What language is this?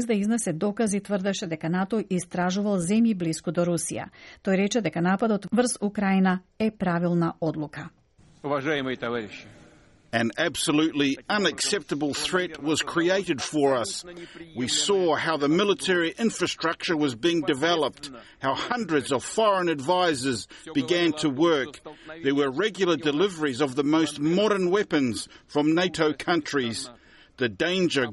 Macedonian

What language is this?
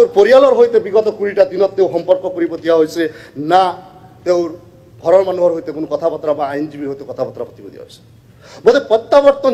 Assamese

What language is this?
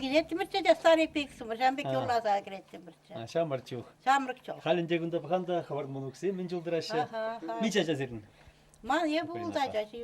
Chuvash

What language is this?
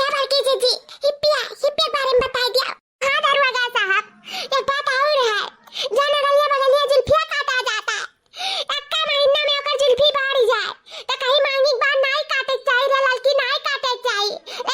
Awadhi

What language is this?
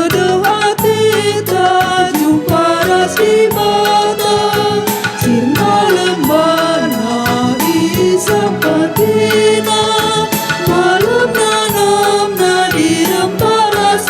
Batak Karo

